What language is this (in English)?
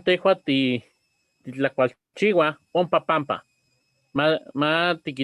Eastern Huasteca Nahuatl